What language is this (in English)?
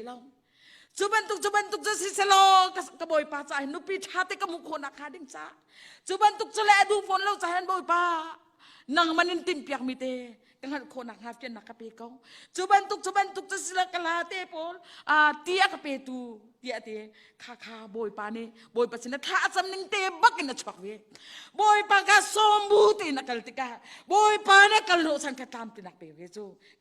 Hakha Chin